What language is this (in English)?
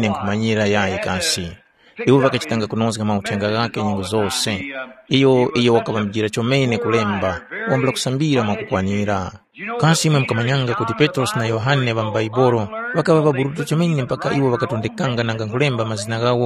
Tumbuka